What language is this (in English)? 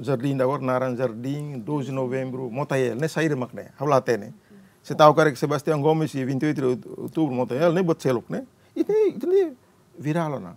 Tetum